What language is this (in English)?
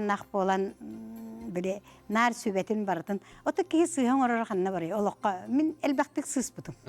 Yakut